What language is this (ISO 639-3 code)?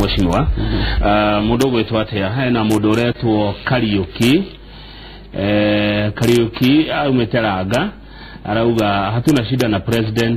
kik